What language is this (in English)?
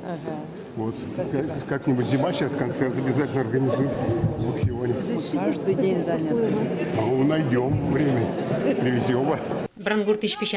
Udmurt